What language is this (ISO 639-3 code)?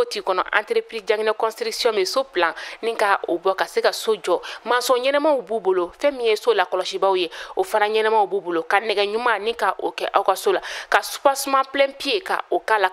bam